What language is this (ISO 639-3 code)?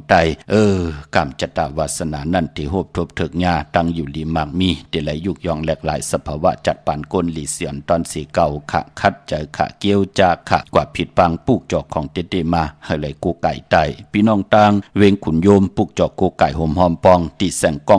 shn